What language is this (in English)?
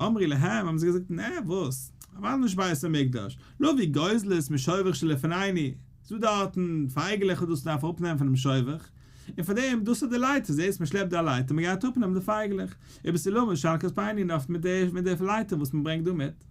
Yiddish